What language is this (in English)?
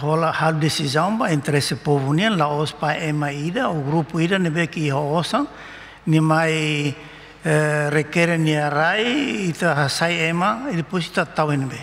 Tetum